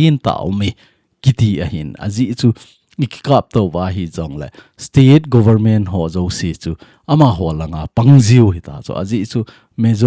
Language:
Thado Chin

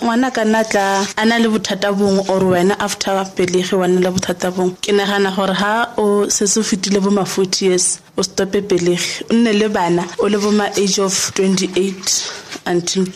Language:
Tswana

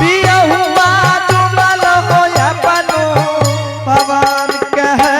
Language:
Angika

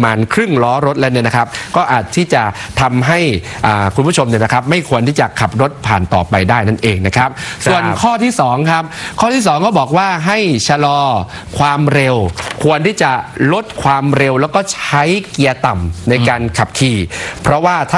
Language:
Thai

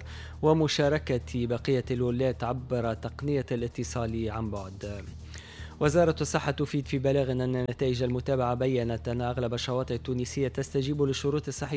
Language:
Tunisian Arabic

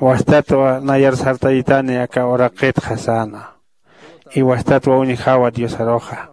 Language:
Aymara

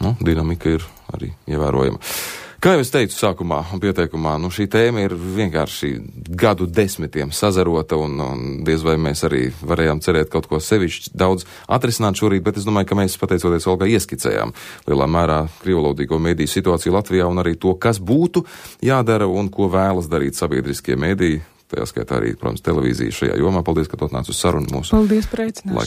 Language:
Latvian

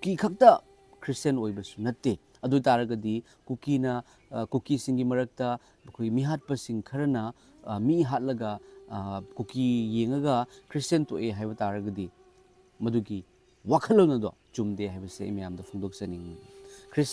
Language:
Manipuri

